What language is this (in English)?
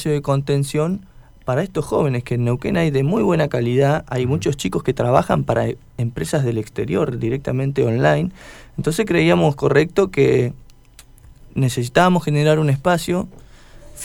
Spanish